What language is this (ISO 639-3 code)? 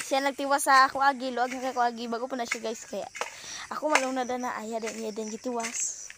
ceb